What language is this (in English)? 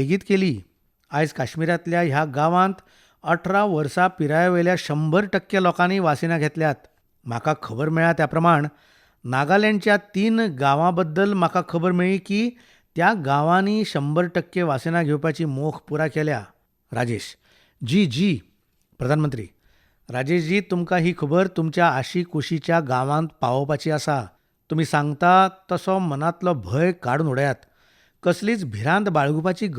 Konkani